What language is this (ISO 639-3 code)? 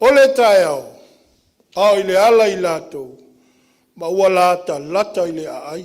smo